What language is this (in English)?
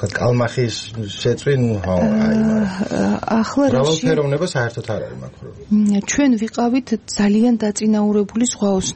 Georgian